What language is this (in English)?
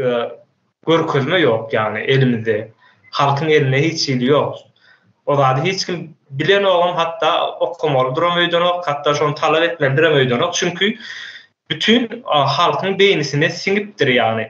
Turkmen